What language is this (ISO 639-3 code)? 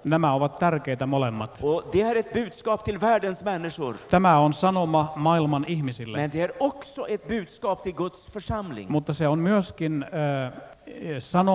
fin